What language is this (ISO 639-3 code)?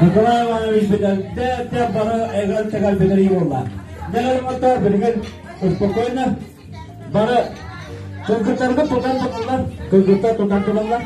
sah